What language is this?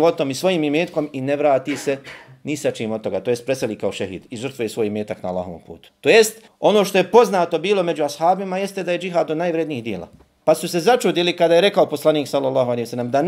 Bosnian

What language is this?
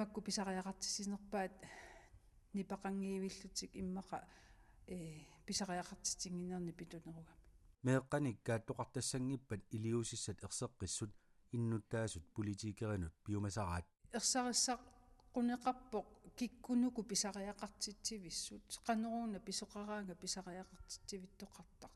Kalaallisut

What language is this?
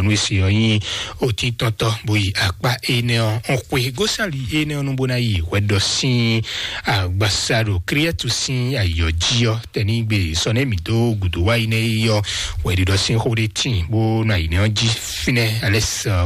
Fon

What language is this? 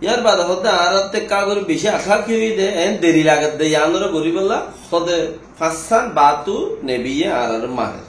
Rohingya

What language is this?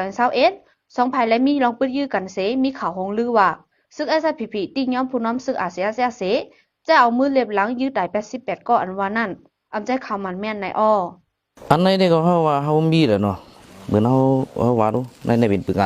Shan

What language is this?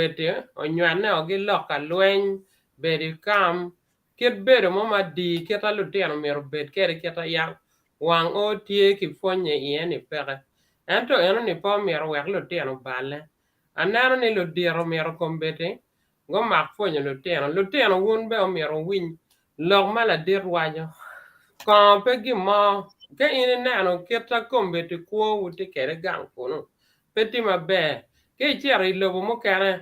Acoli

